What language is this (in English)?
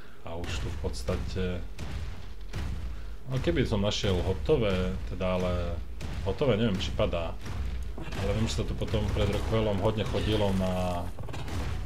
Slovak